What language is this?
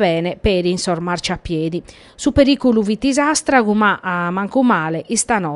Sardinian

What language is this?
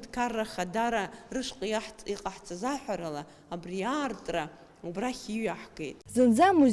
Abkhazian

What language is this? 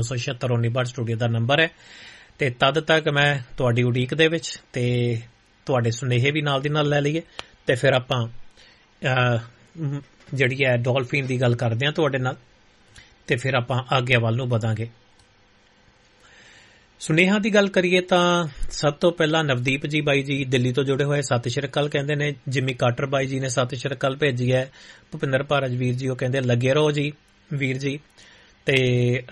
Punjabi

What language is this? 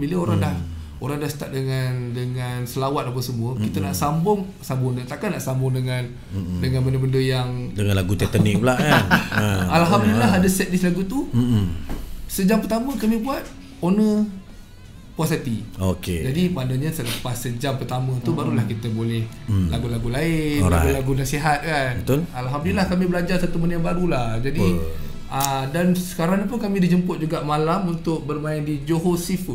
Malay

